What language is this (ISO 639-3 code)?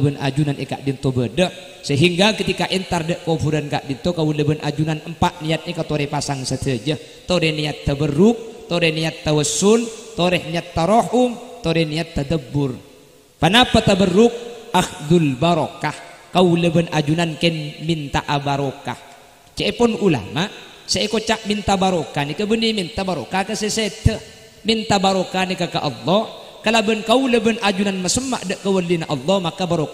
mad